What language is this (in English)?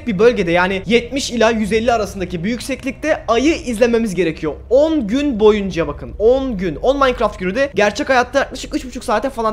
Turkish